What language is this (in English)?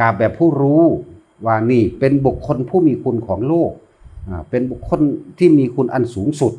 Lao